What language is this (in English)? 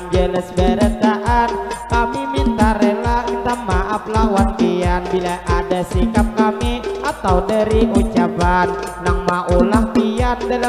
Banjar